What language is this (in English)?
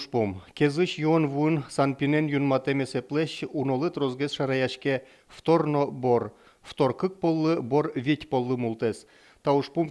Udmurt